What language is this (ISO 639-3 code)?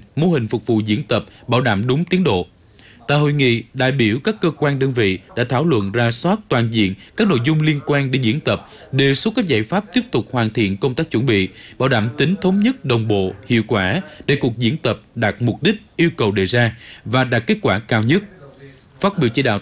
vie